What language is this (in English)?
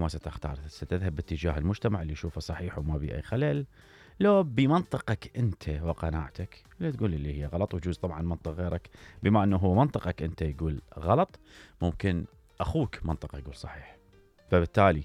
Mesopotamian Arabic